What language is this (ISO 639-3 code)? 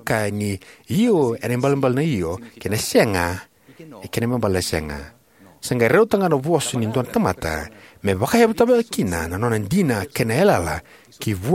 fij